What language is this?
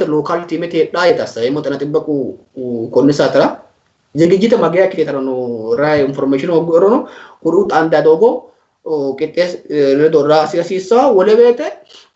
Sidamo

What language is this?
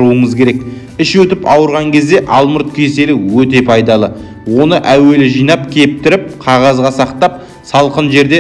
Kazakh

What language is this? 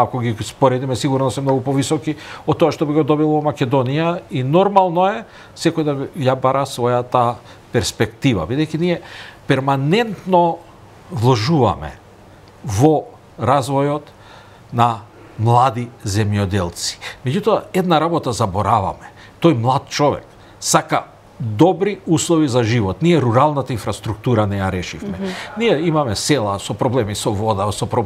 Macedonian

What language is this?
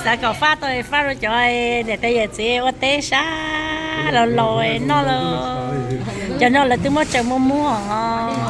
Hmong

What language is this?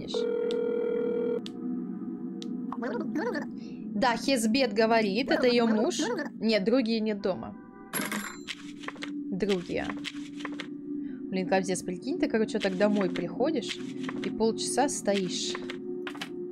Russian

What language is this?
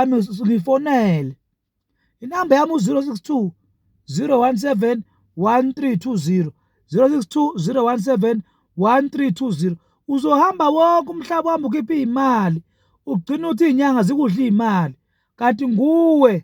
Zulu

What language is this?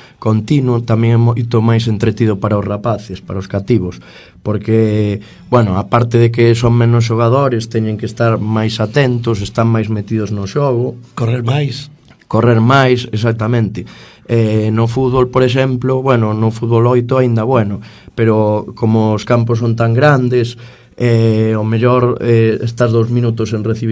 Galician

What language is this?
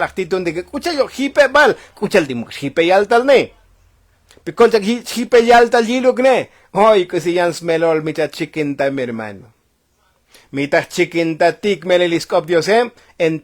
Tzotzil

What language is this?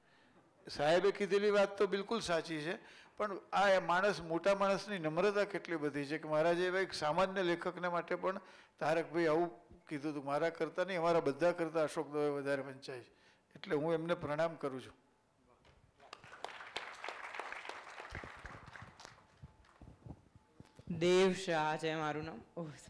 Gujarati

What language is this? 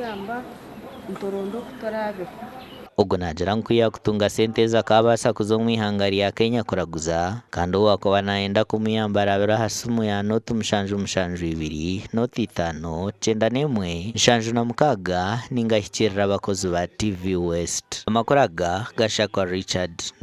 Nyankole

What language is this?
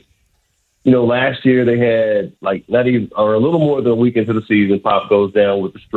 English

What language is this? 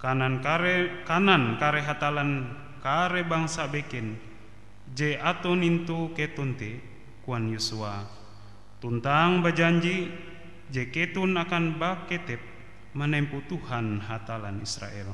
Ngaju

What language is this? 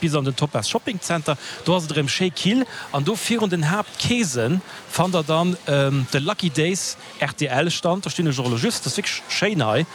Luxembourgish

